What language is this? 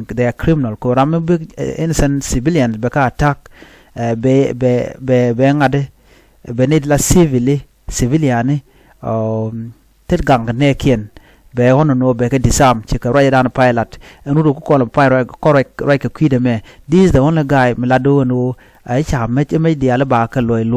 Nuer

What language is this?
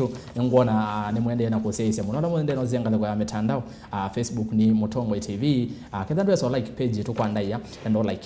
Kamba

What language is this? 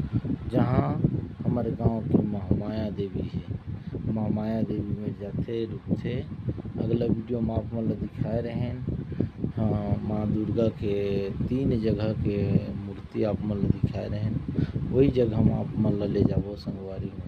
Chhattisgarhi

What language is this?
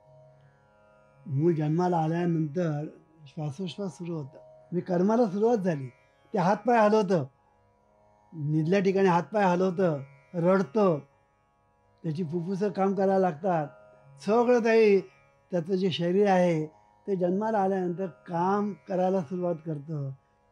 Marathi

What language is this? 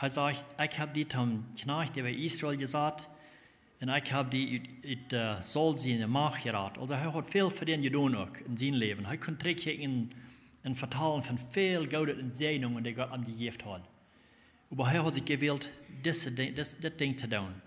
Plautdietsch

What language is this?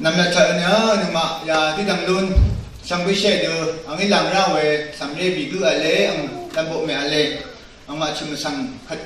Rawang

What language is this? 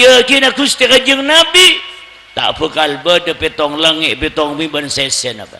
Madurese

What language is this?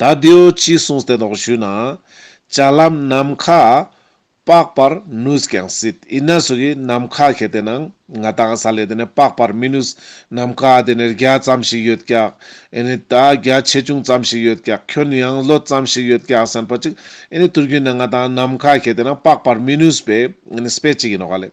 Ladakhi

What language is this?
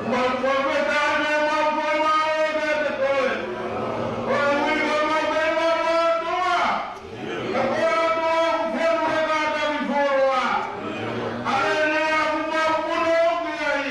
Tongan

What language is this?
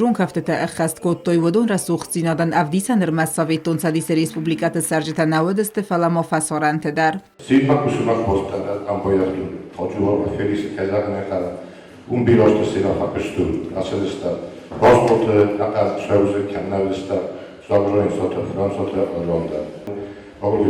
Ossetic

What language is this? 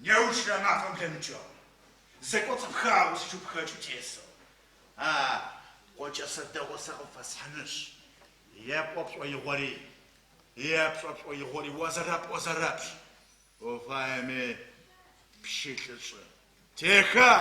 Adyghe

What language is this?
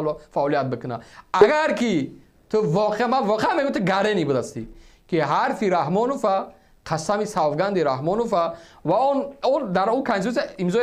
Tajik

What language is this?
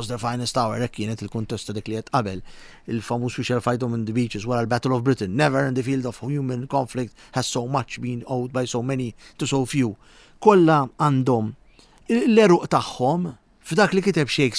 Maltese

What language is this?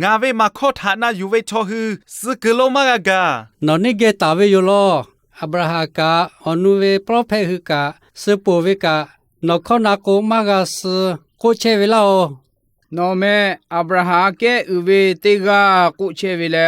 Lahu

